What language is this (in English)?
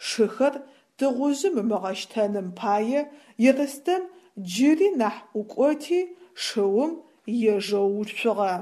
Adyghe